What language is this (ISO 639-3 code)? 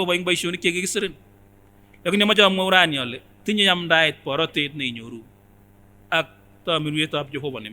sgc